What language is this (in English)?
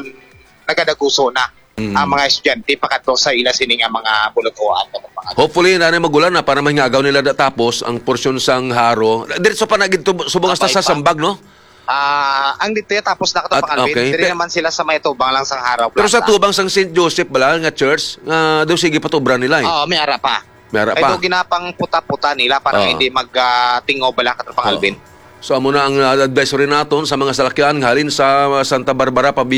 Hiligaynon